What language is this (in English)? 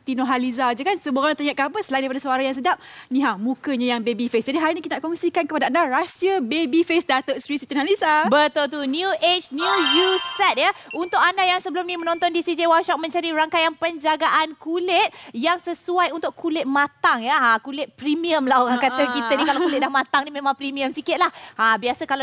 Malay